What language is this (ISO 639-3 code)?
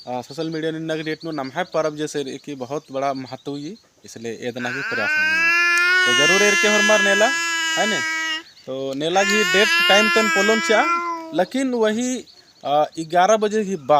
kru